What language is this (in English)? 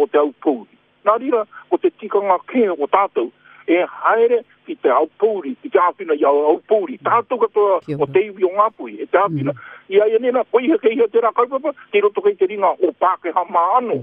Māori